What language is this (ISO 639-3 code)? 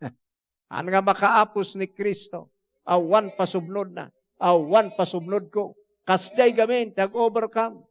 ilo